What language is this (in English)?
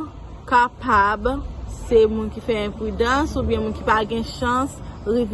Haitian Creole